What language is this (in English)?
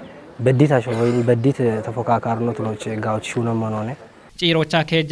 Kafa